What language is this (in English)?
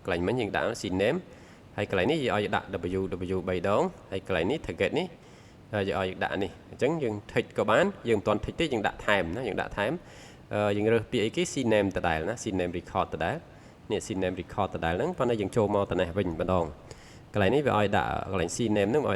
Khmer